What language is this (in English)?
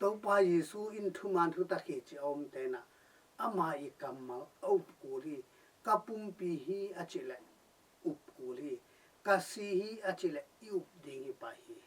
Tedim Chin